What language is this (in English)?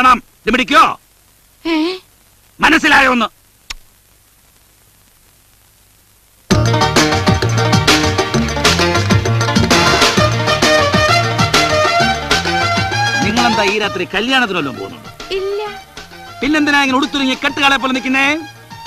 Malayalam